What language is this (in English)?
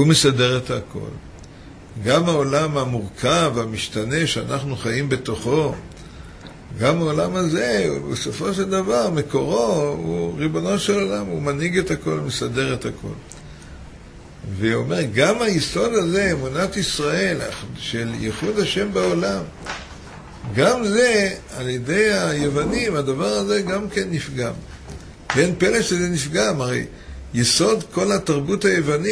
Hebrew